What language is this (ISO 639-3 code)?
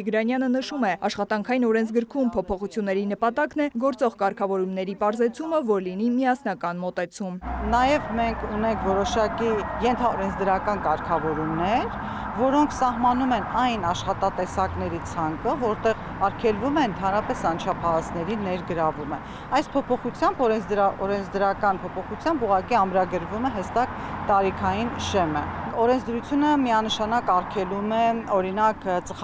hye